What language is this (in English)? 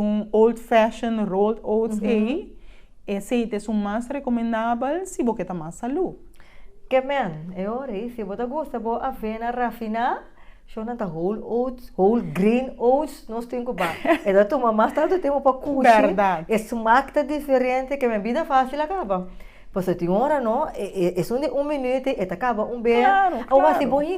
Papiamento